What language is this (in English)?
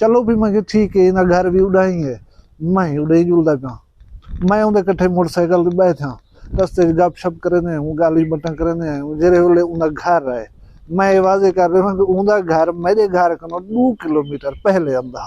Saraiki